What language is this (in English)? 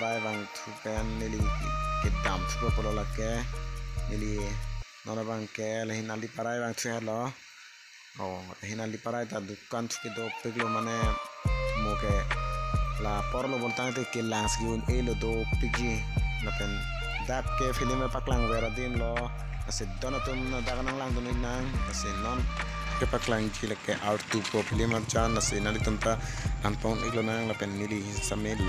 Karbi